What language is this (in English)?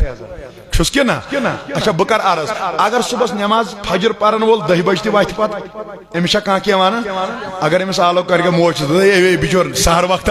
Kashmiri